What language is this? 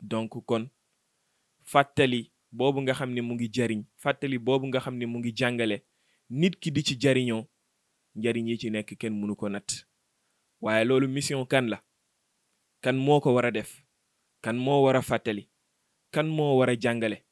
Wolof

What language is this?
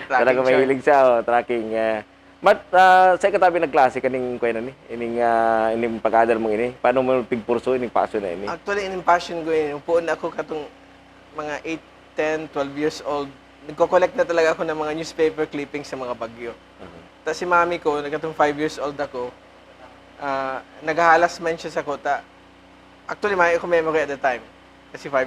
Bikol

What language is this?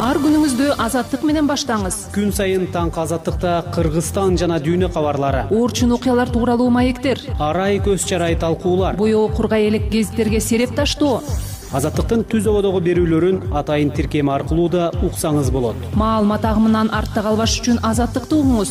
Kyrgyz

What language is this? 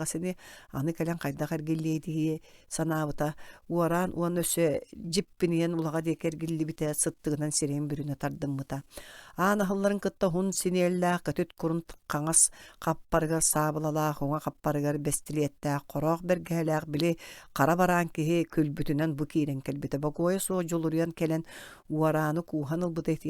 Yakut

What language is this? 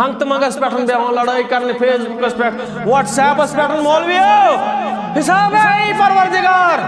Kashmiri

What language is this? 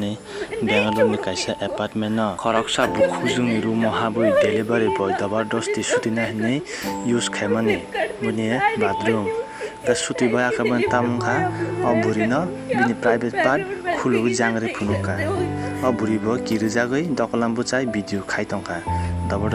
Kok Borok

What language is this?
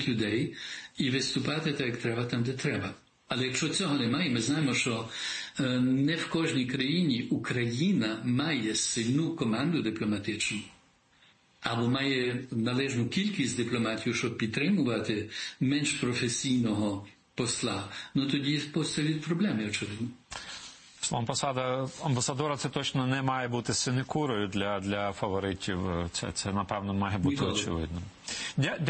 Ukrainian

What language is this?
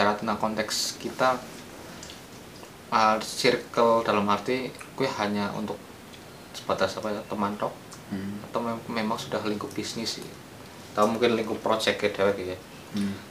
Indonesian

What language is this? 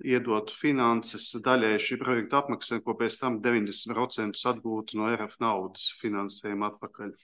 Latvian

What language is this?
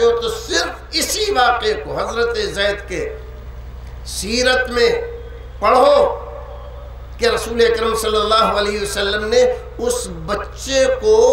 Urdu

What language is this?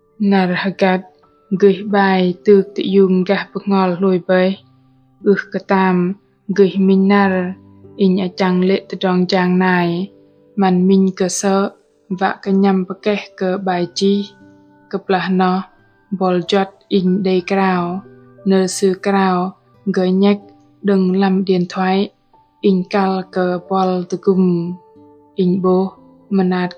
Bahnar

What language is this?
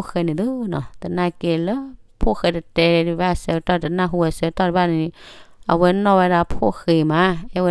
S'gaw Karen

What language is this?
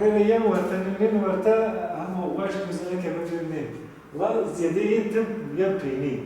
Zaza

